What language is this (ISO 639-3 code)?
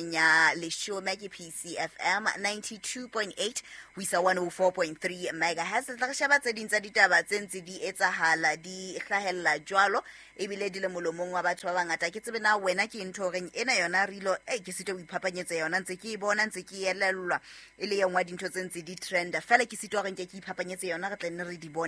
sot